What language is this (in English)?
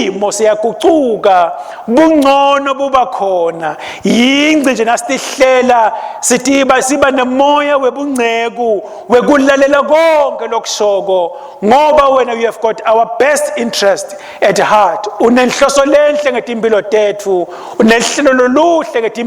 Swati